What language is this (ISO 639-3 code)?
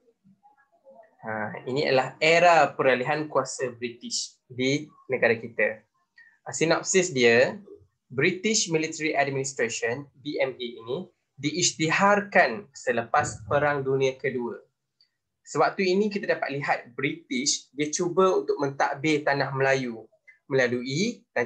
msa